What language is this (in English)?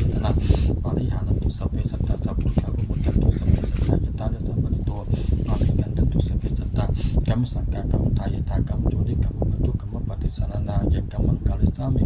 Pali